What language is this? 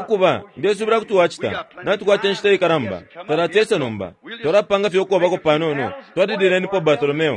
Bemba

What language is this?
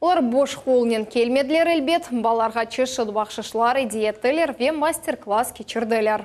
Crimean Tatar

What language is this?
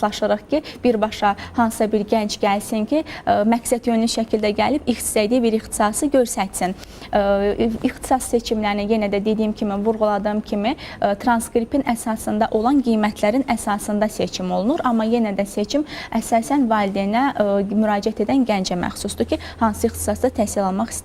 Azerbaijani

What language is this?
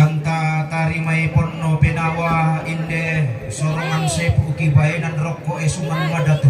Toraja-Sa'dan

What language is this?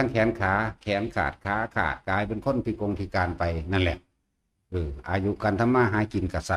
Northeastern Thai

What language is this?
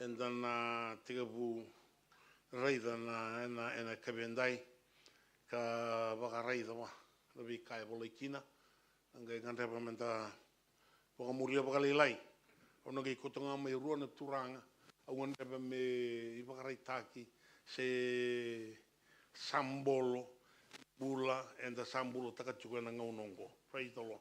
Fijian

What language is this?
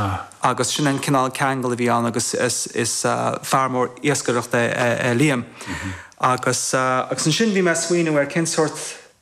Irish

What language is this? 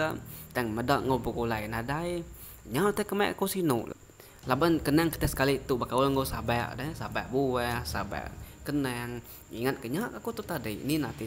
Iban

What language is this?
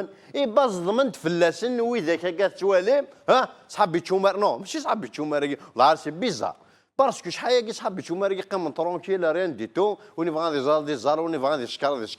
Kabyle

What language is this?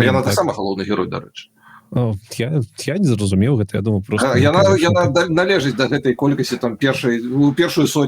Belarusian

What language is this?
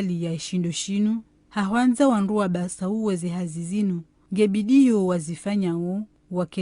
Ngazidja Comorian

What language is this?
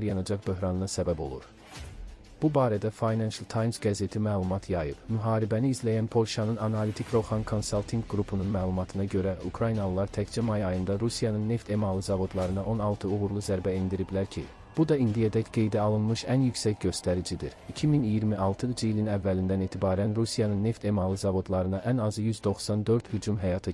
Azerbaijani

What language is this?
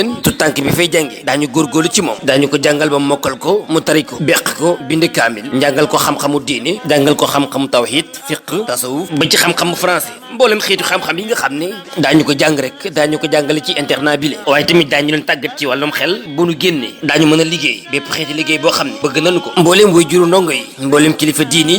Wolof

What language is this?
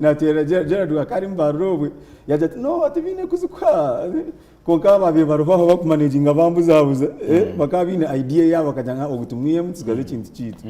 Nyankole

